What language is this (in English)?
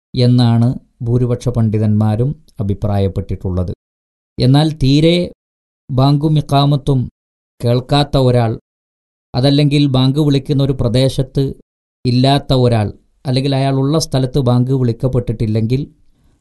Malayalam